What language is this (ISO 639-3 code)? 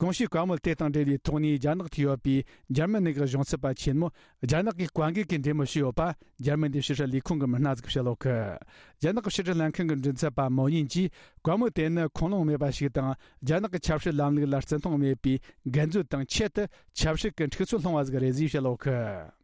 bod